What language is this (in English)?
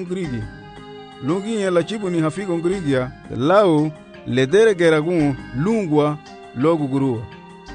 Garifuna